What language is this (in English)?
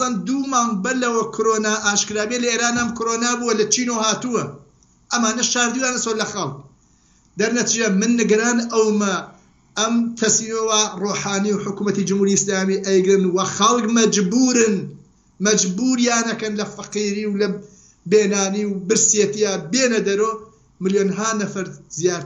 Central Kurdish